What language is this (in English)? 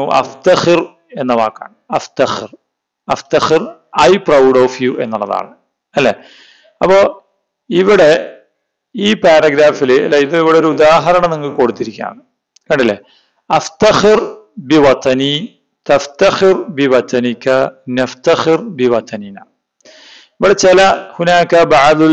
Malayalam